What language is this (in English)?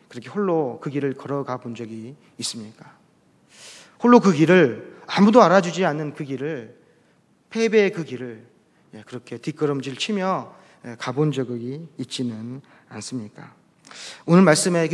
Korean